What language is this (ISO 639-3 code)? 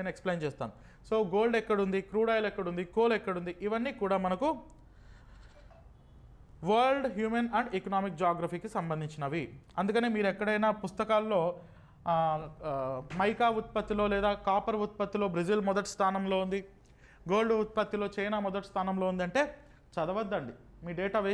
tel